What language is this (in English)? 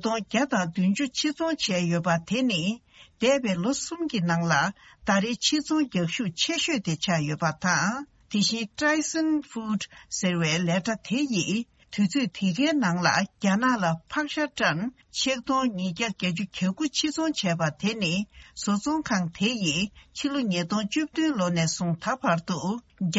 Tibetan